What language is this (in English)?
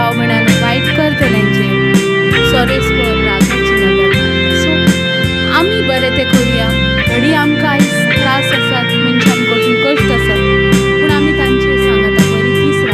Konkani